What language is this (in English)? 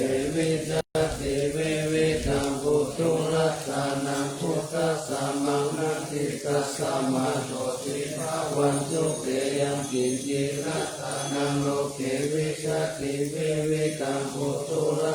Pali